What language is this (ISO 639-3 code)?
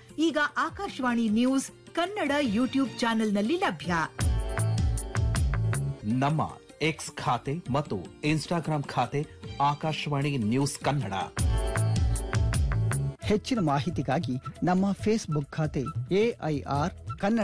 kan